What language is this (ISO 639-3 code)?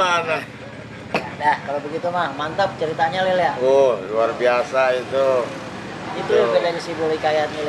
bew